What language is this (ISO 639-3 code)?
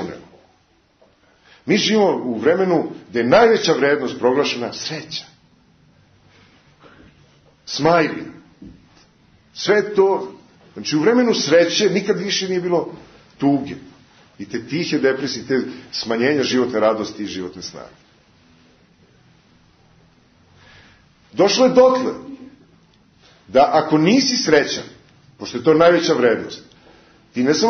srp